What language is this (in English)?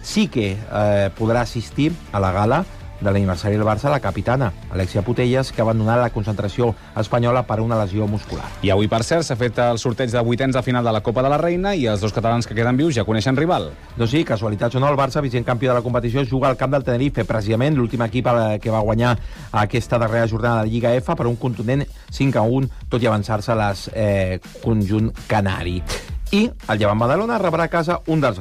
Catalan